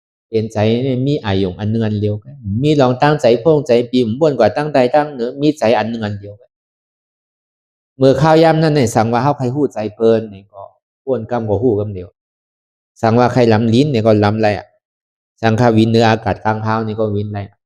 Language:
Shan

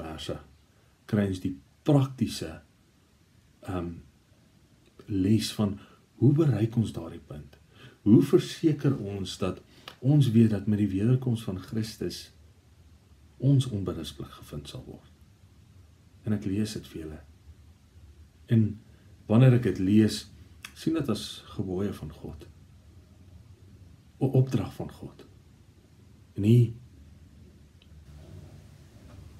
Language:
Afrikaans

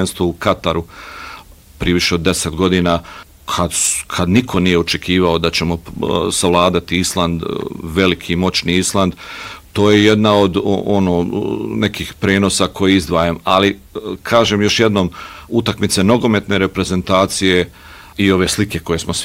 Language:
Bosnian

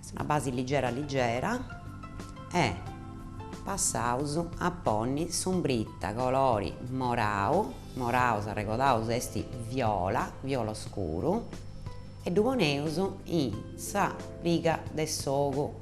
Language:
Sardinian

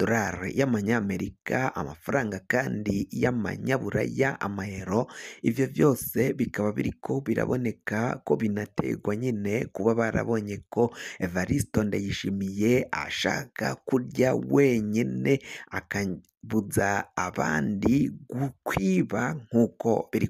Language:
Rundi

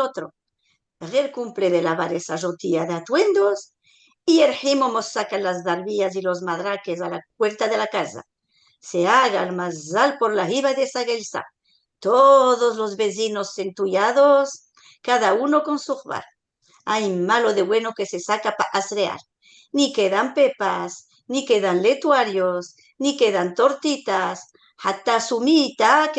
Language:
Ladino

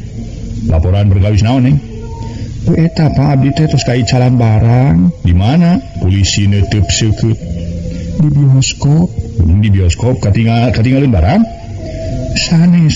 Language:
Sundanese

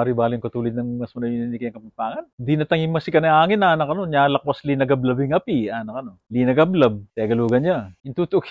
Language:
Pampanga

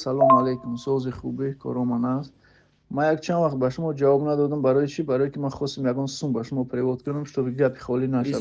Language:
Tajik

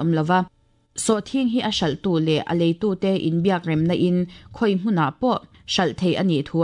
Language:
Mizo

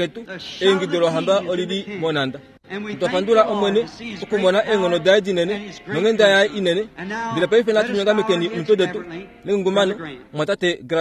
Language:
Kuanyama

